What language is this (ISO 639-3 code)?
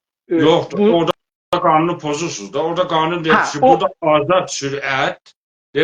azb